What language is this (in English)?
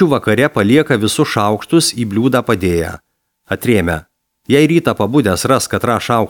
Lithuanian